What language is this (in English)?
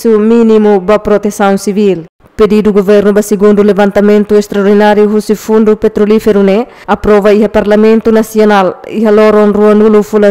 Tetum